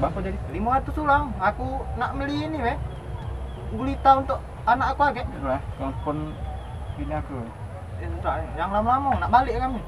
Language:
Musi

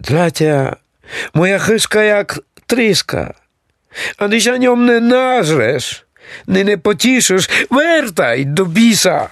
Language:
Rusyn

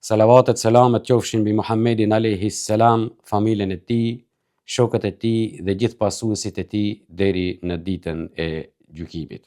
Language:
Albanian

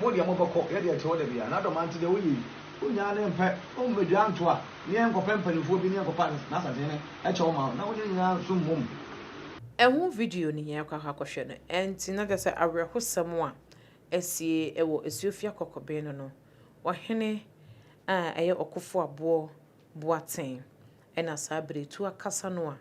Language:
Akan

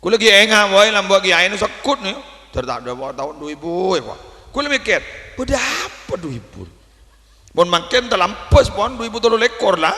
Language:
Madurese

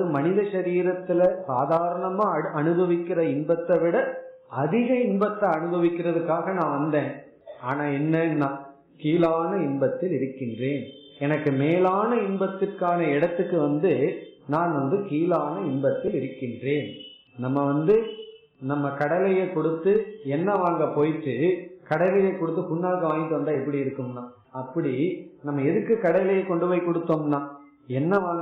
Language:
Tamil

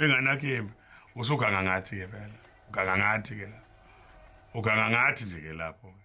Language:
Zulu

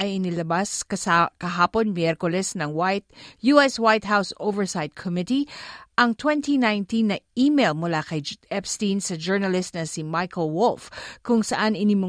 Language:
Filipino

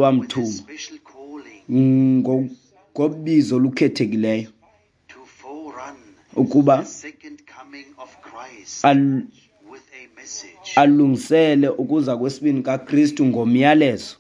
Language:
Xhosa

